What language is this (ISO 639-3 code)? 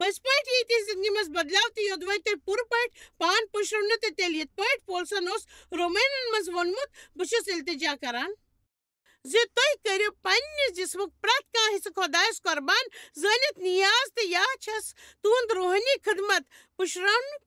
kas